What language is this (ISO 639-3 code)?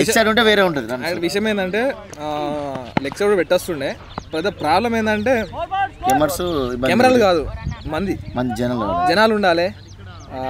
tel